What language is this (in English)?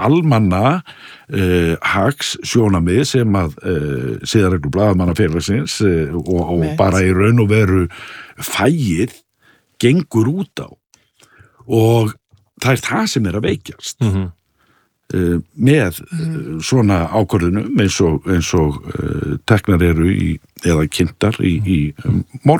Icelandic